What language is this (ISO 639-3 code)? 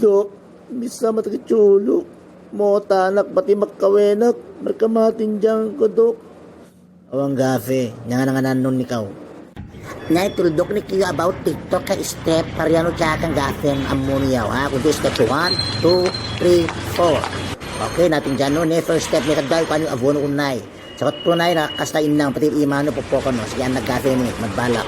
itv